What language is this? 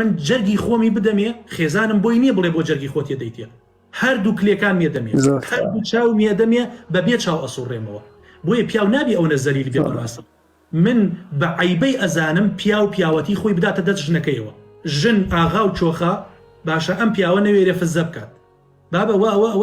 Central Kurdish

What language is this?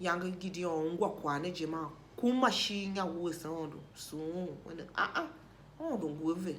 Tiv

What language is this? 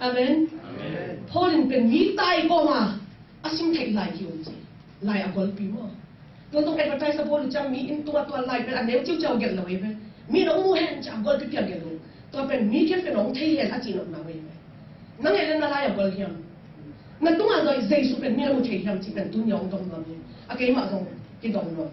Tedim Chin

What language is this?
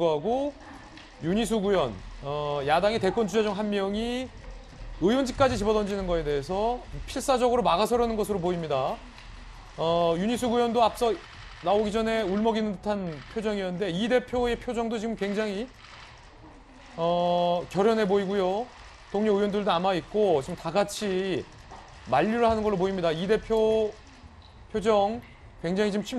Korean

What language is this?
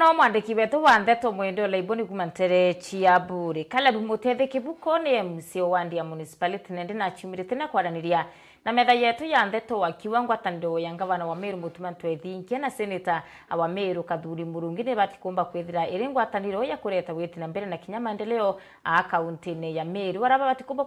Meru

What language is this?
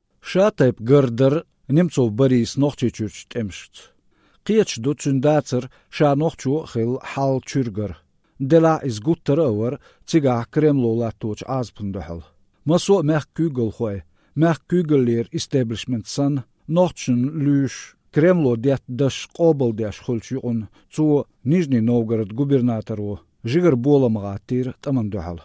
Chechen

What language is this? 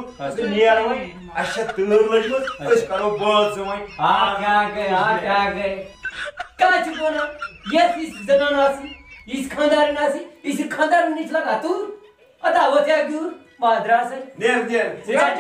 Kashmiri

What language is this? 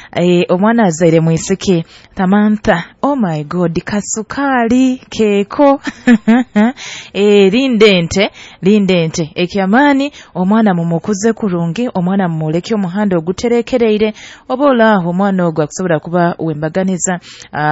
Nyoro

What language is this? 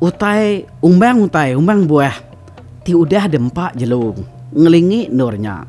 Iban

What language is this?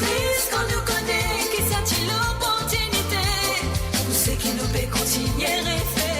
Morisyen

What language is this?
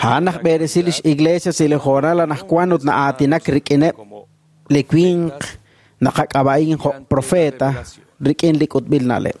Kekchí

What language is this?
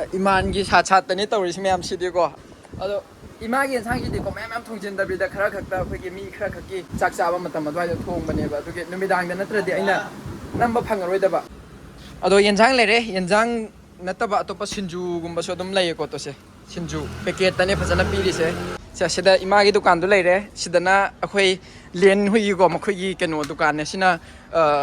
Manipuri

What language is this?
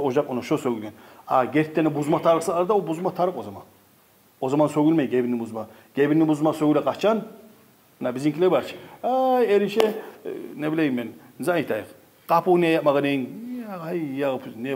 Kumyk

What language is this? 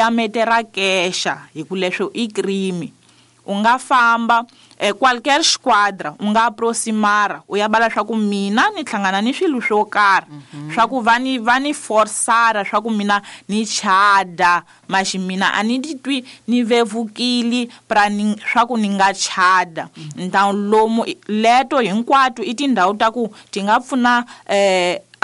Tsonga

